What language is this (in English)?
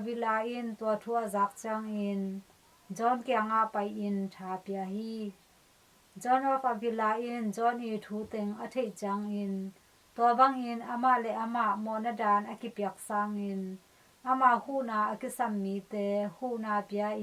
Tedim Chin